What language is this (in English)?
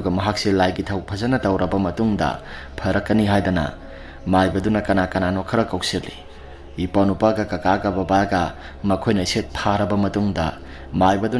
Manipuri